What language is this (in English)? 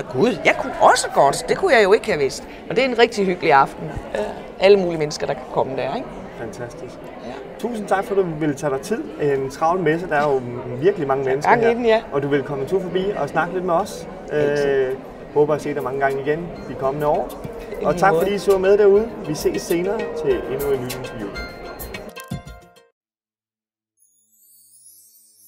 Danish